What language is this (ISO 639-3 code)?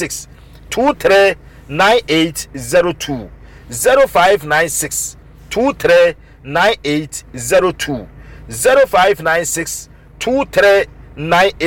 aka